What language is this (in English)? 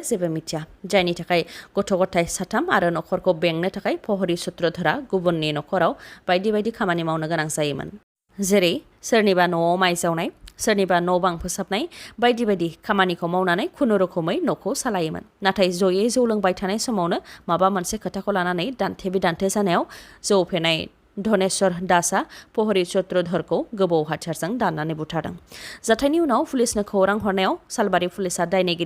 Bodo